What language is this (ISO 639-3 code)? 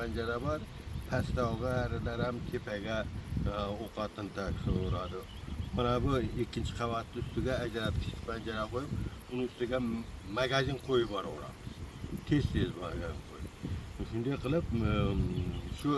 uzb